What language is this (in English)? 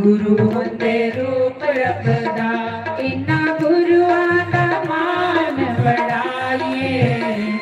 Dogri